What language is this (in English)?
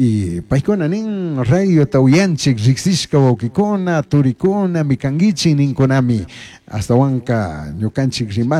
Chimborazo Highland Quichua